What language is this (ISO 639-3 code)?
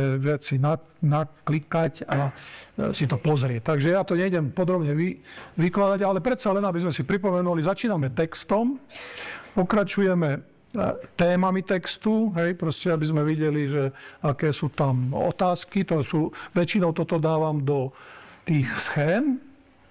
slk